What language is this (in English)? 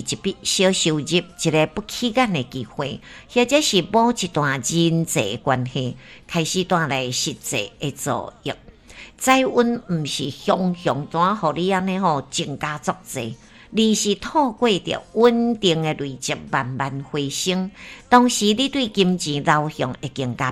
Min Nan Chinese